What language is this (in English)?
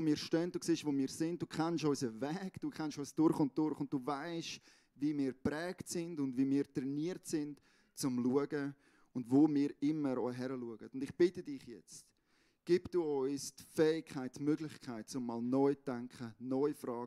Swiss German